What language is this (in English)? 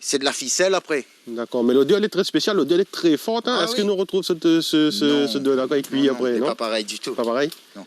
Réunion Creole French